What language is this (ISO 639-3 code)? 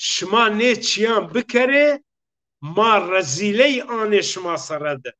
zza